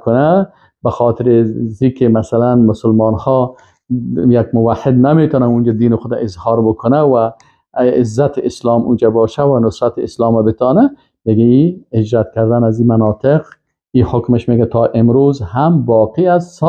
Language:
Persian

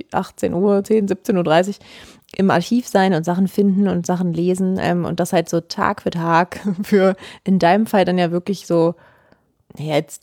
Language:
German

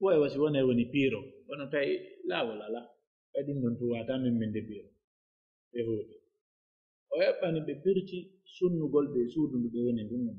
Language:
Pular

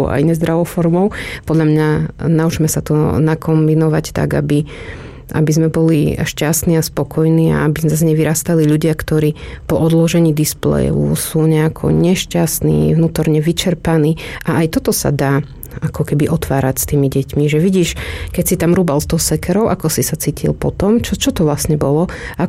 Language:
Slovak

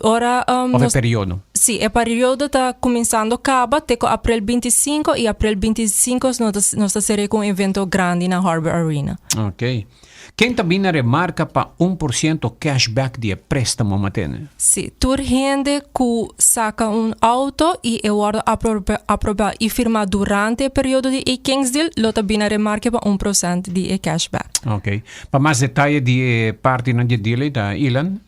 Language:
Papiamento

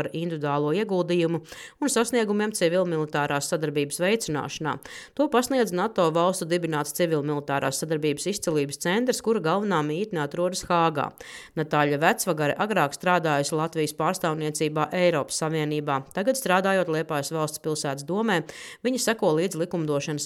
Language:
Latvian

